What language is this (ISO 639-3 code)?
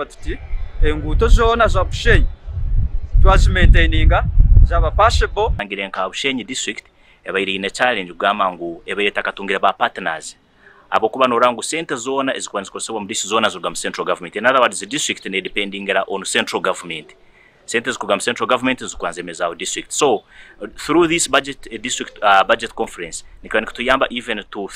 nyn